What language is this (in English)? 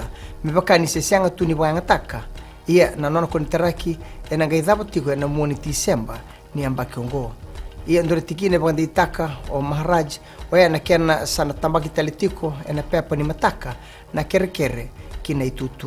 Fijian